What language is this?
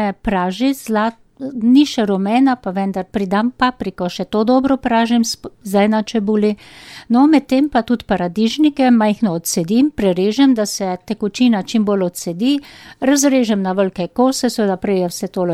Slovenian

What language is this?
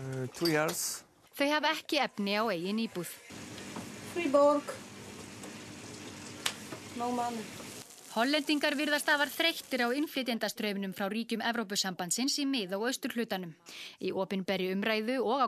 Icelandic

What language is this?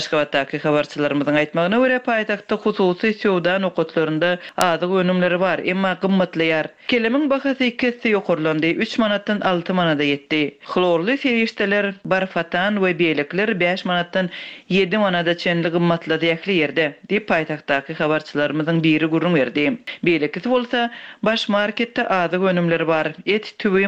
Turkmen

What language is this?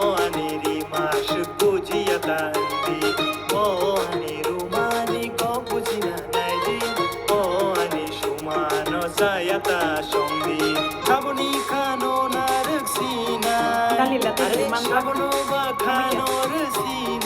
Kok Borok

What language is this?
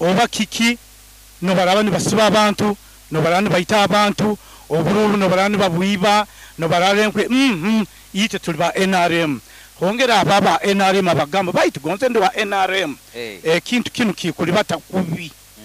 Nyoro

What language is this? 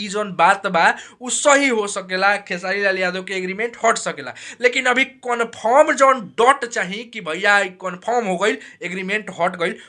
Bhojpuri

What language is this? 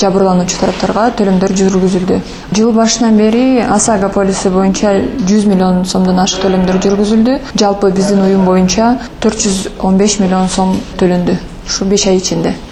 Kyrgyz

